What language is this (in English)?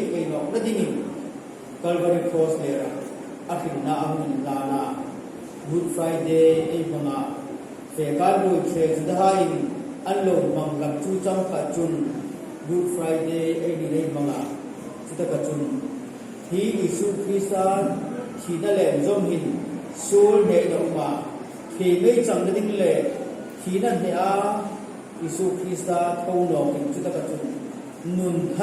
Hmar